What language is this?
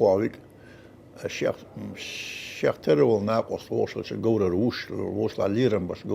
Chechen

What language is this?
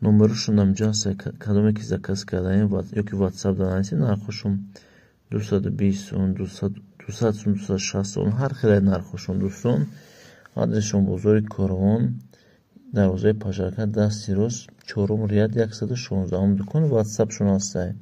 Tajik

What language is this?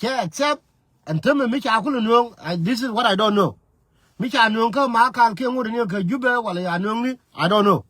Nuer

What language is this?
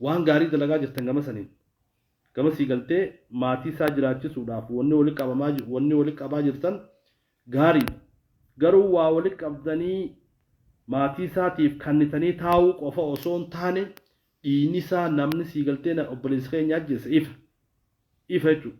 Oromo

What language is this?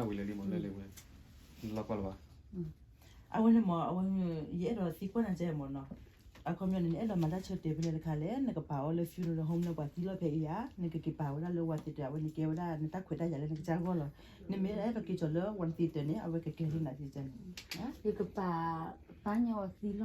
S'gaw Karen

